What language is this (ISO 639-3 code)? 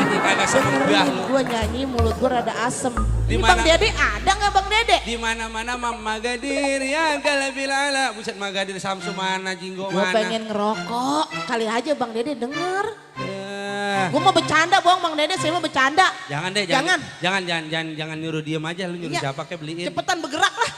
bew